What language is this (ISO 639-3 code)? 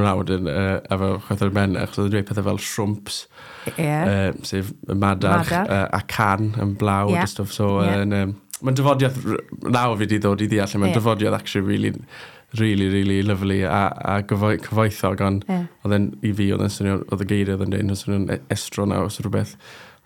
cym